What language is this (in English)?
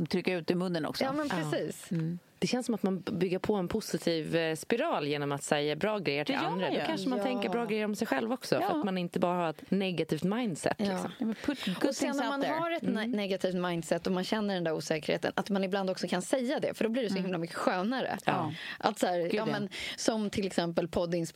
Swedish